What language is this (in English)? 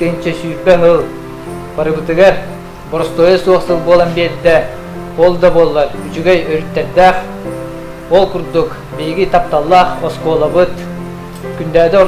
Yakut